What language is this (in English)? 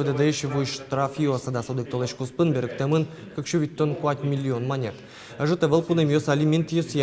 Udmurt